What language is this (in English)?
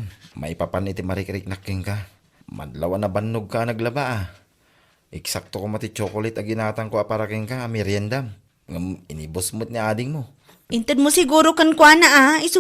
Iloko